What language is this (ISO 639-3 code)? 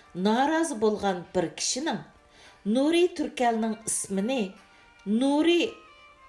uig